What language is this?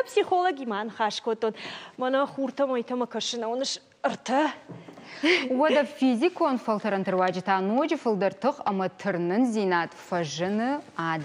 Ossetic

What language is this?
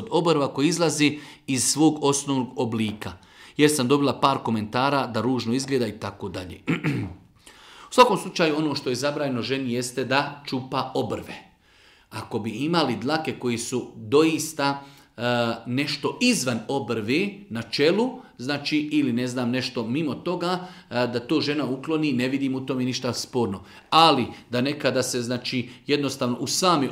Bosnian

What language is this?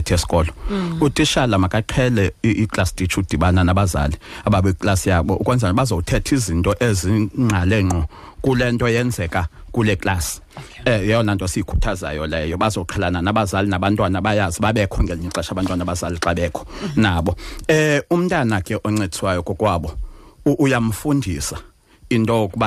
Xhosa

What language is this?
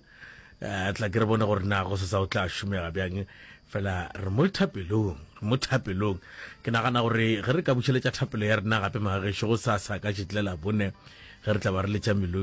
Northern Sotho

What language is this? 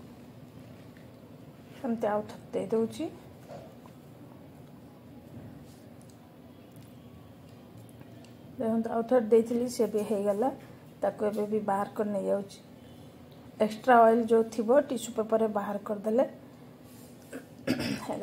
Odia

